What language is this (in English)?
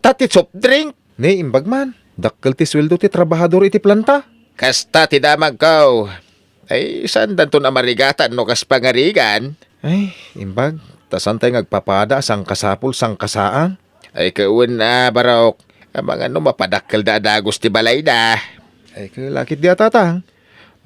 Iloko